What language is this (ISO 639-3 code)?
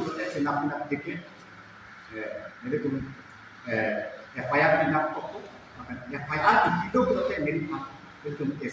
mjw